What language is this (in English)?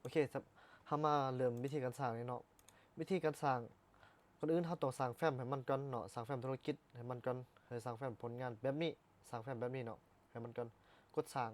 Lao